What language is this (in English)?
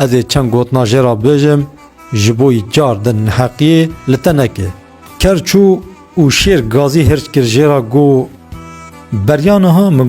Kurdish